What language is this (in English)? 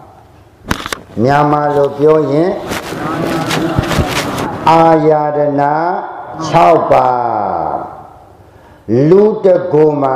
Burmese